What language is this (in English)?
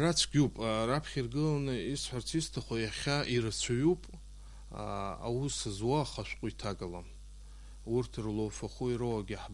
Abkhazian